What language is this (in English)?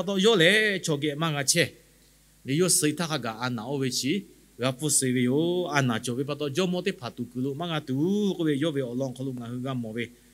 Lahu